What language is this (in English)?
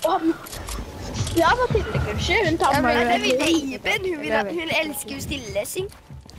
Norwegian